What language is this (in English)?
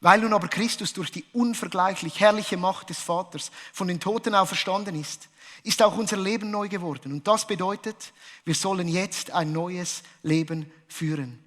Swiss German